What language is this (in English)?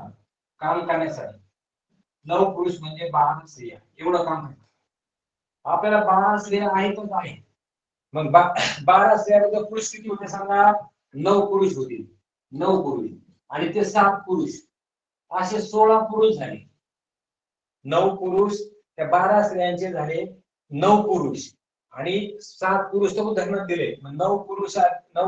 Marathi